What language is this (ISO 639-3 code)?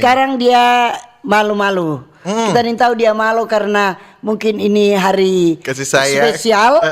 xmm